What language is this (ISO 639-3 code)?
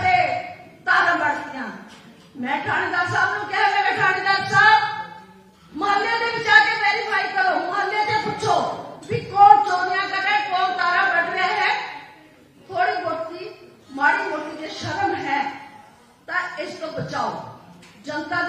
pan